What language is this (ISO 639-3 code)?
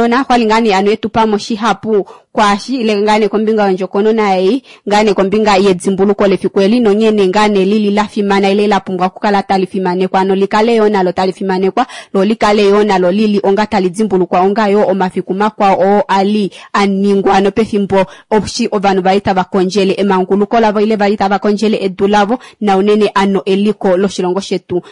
kua